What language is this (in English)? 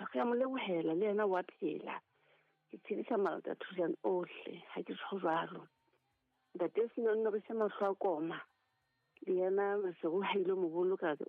Southern Sotho